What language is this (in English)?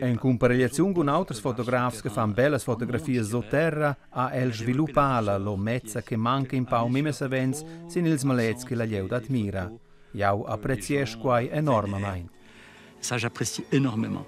Romansh